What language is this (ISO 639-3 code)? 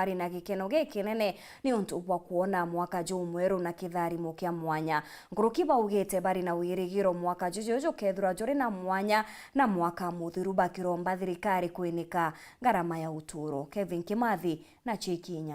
mer